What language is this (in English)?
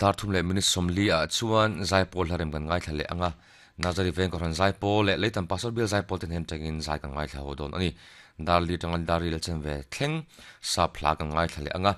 Mizo